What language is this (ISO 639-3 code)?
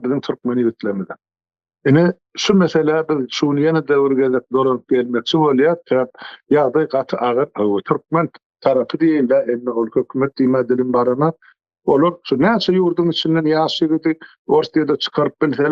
tuk